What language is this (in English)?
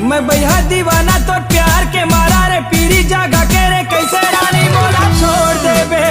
Chhattisgarhi